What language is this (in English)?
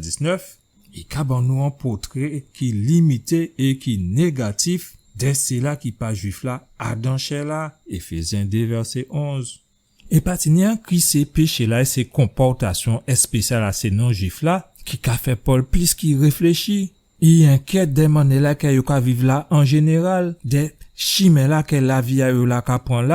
Guadeloupean Creole French